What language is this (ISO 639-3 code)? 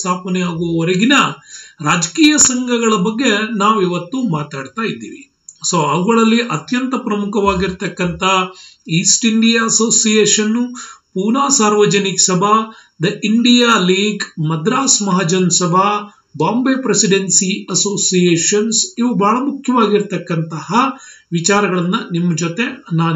kan